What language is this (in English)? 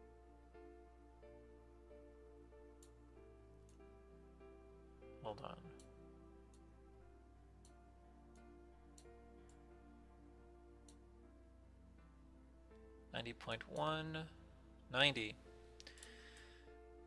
English